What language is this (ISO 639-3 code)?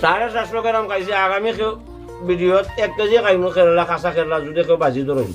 syl